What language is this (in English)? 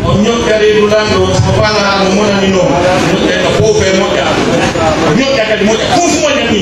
Pular